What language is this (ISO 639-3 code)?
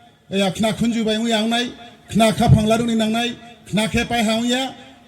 ria